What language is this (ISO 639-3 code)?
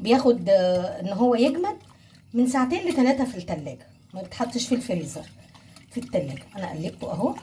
arz